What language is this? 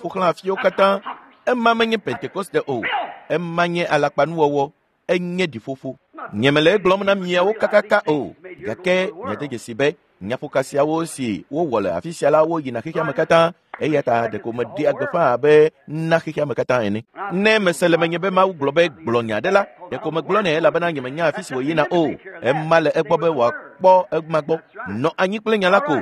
Ewe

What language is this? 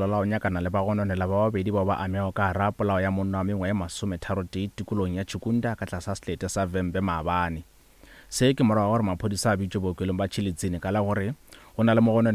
Northern Sotho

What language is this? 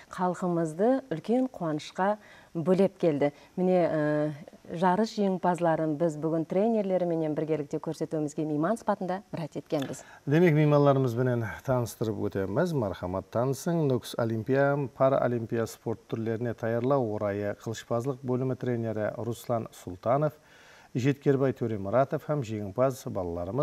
Kara-Kalpak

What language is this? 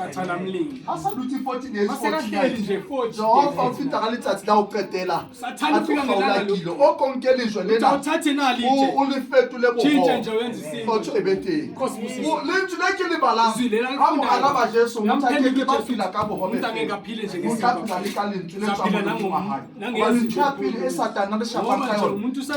Southern Sotho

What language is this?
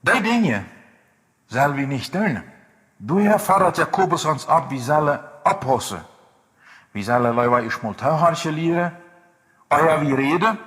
Plautdietsch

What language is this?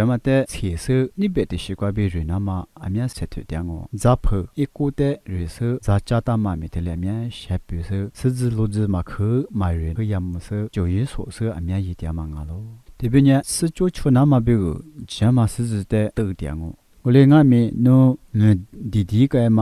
Lisu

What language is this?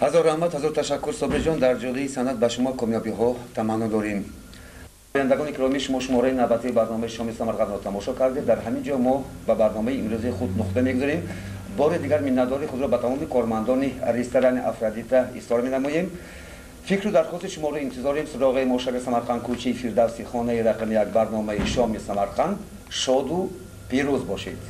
Tajik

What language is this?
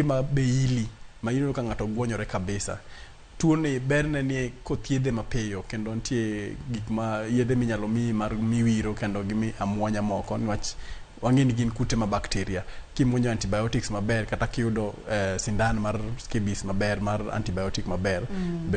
Luo (Kenya and Tanzania)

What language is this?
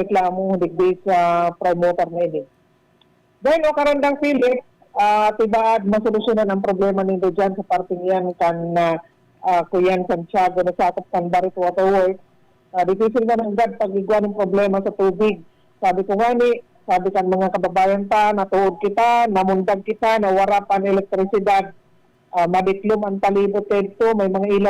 Bikol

